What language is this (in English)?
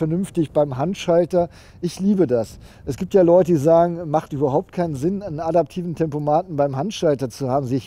German